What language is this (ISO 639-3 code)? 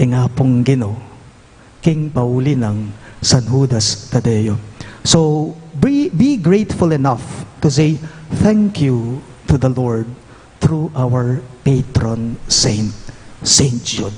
pam